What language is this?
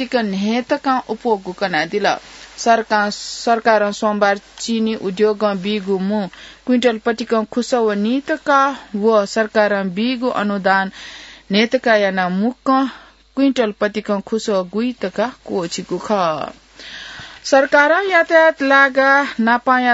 Newari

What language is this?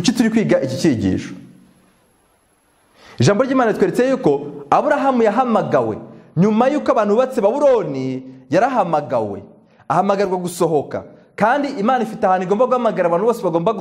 Kinyarwanda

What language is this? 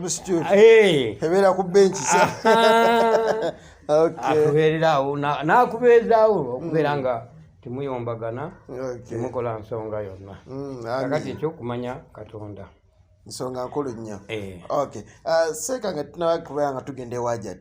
Ganda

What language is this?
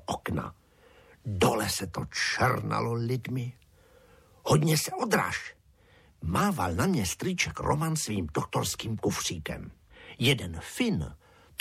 Czech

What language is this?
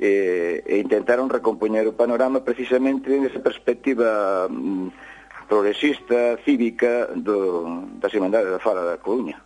Galician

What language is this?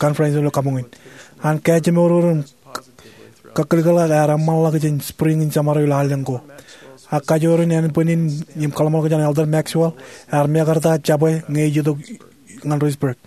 Marshallese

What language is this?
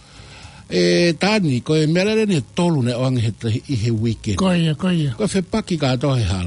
Tongan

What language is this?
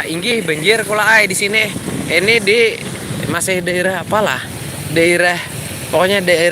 Banjar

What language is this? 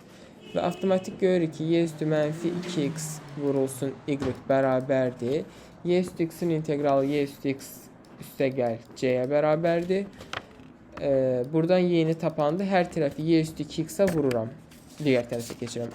Azerbaijani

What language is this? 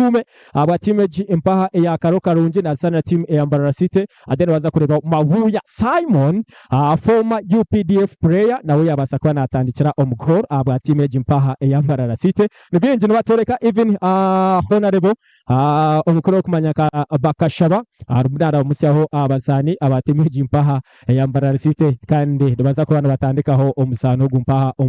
Nyankole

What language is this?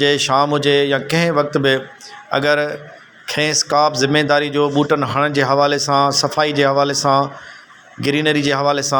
Sindhi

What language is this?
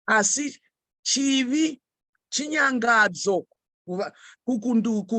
Shona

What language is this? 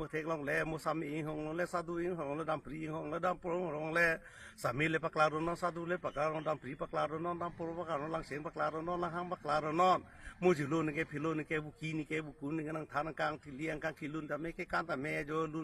Karbi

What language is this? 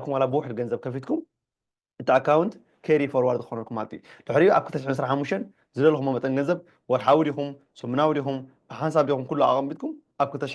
Tigrinya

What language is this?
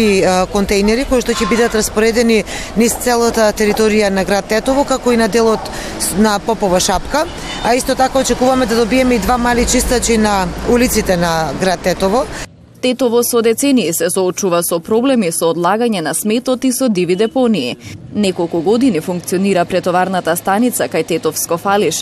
Macedonian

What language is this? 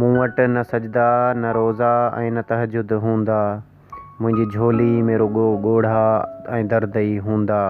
Sindhi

